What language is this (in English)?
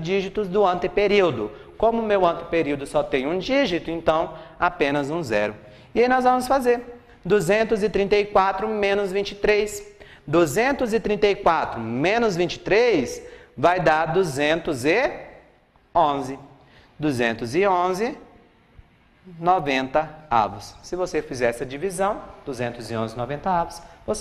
Portuguese